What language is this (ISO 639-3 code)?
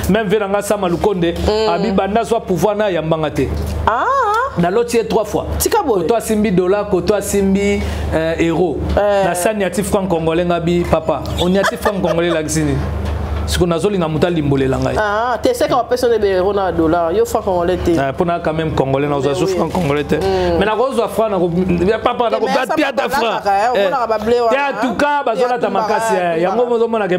lin